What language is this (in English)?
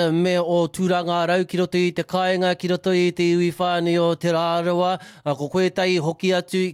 Māori